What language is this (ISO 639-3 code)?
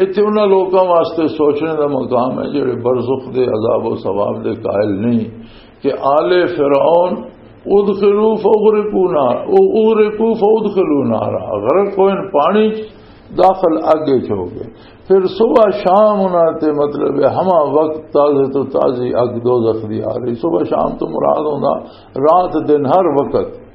lah